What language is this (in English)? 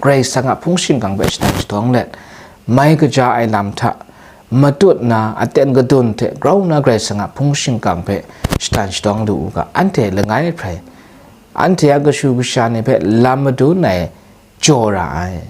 Kachin